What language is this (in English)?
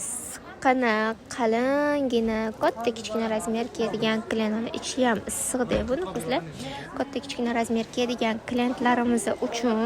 Uzbek